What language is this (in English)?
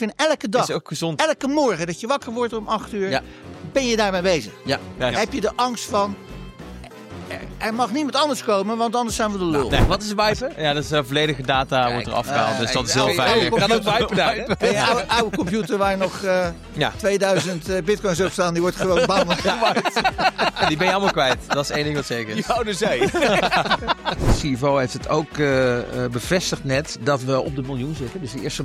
Dutch